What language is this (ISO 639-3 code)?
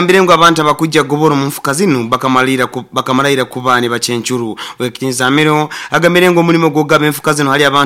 nyo